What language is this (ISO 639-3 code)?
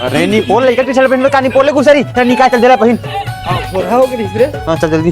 hne